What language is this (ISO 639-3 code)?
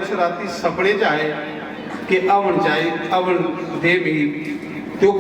doi